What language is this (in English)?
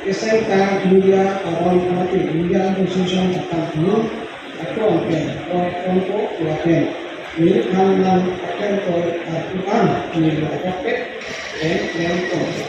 Karbi